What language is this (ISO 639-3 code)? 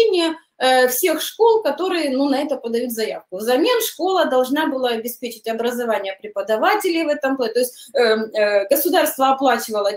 rus